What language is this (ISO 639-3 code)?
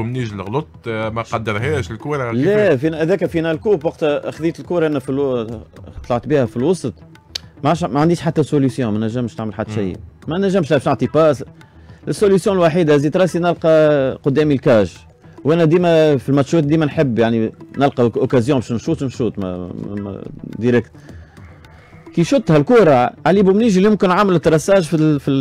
aeb